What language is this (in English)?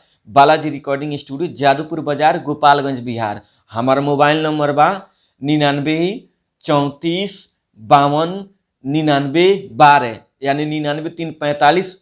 Bhojpuri